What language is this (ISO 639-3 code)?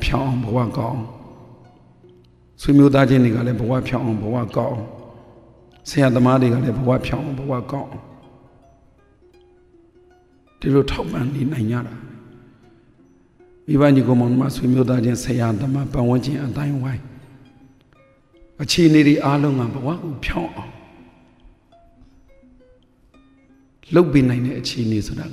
mya